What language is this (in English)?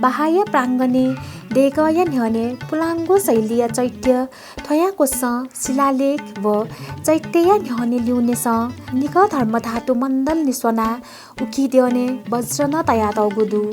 Newari